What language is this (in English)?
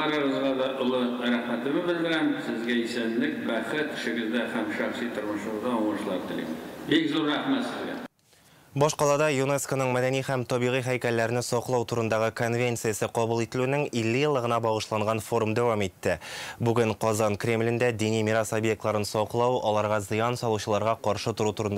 Tatar